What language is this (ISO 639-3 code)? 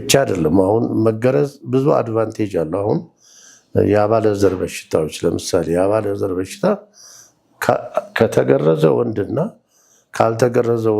amh